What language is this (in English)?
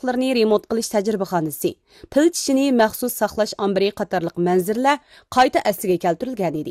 Uyghur